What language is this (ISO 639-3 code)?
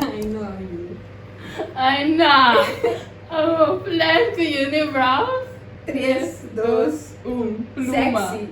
pap